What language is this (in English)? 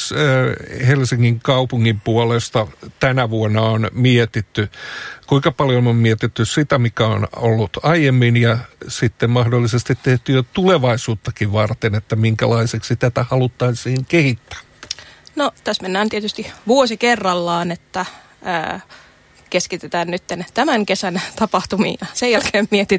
Finnish